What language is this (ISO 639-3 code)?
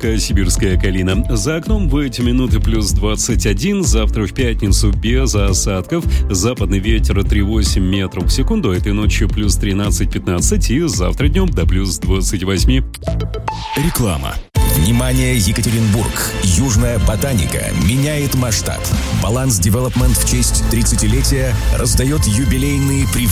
rus